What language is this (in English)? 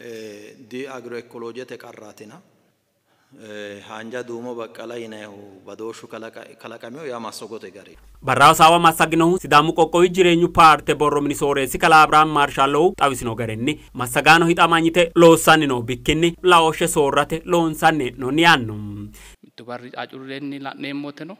Sidamo